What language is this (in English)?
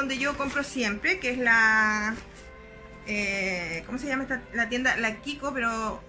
Spanish